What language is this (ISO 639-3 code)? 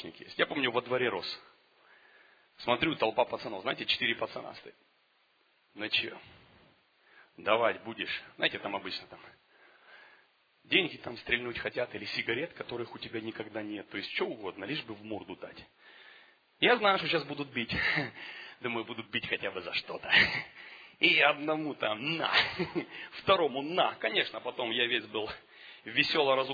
rus